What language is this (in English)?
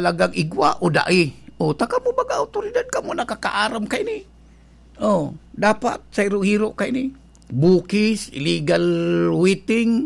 Bikol